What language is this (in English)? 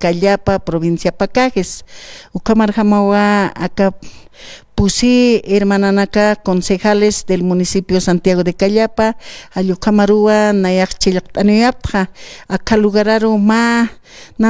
Aymara